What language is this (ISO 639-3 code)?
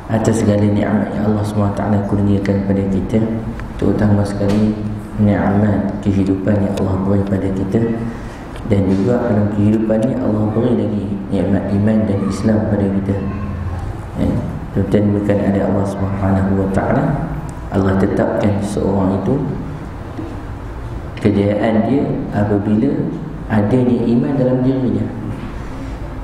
msa